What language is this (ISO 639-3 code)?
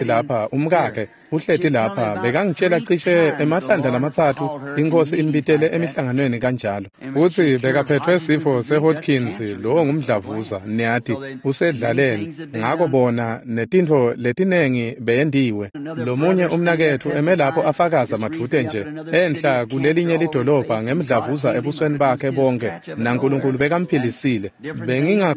ssw